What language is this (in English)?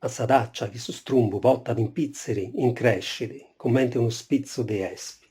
Sardinian